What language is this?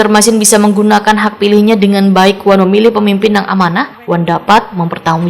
Banjar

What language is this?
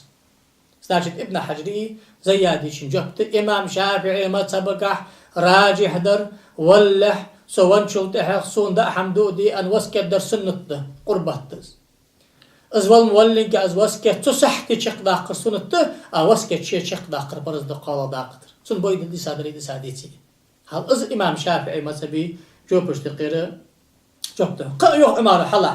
Ingush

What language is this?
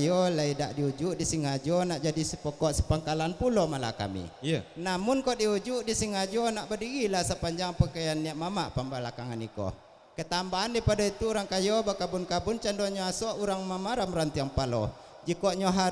Minangkabau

